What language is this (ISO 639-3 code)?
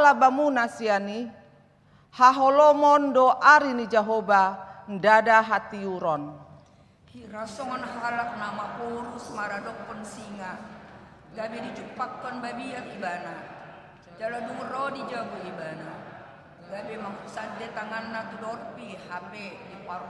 bbc